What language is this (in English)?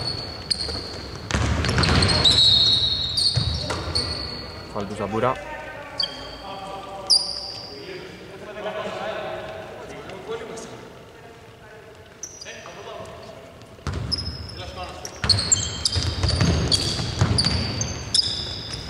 Greek